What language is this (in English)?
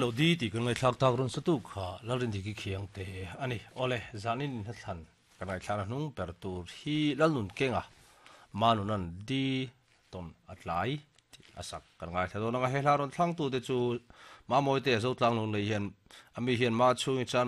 Mizo